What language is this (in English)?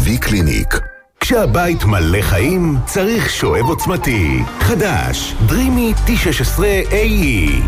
Hebrew